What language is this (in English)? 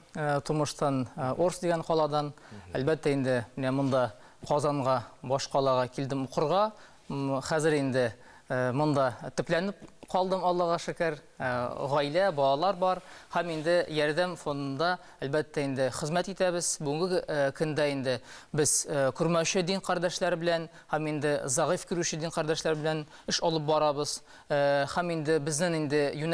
Tatar